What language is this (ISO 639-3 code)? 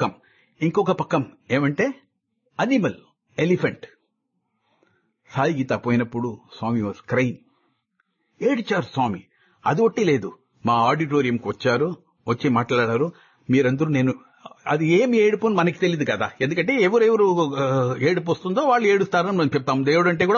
tel